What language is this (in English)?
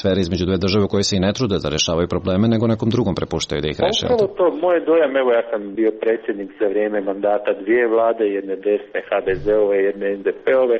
Croatian